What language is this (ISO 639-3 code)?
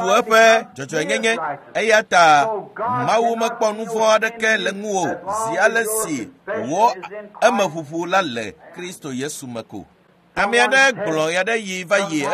ewe